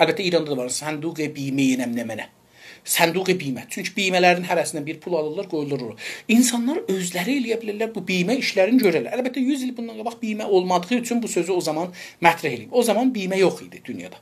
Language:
South Azerbaijani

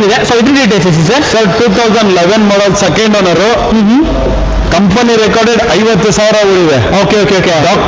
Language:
Kannada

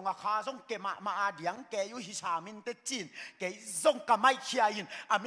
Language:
Tedim Chin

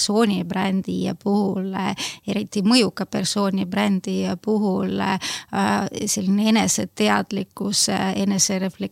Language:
Estonian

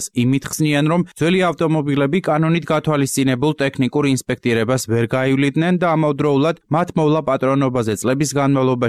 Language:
Georgian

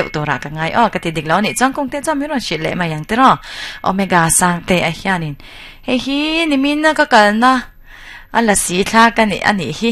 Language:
Mizo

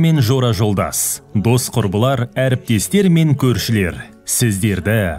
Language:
Kazakh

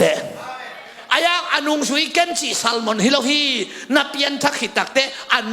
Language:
Tedim Chin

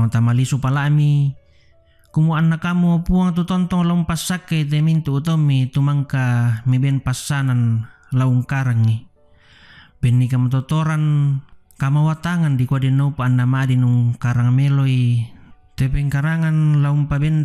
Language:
Toraja-Sa'dan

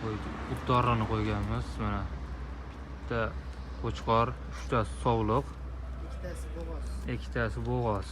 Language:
Uzbek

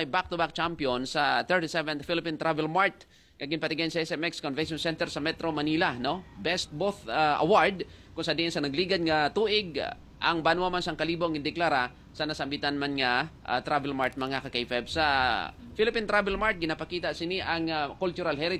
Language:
Hiligaynon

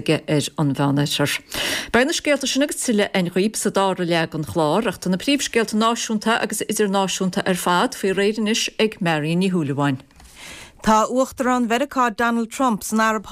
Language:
Irish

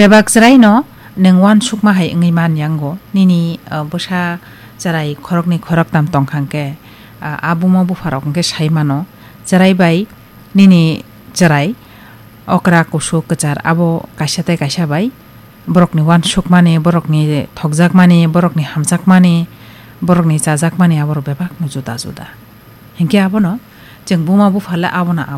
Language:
Kok Borok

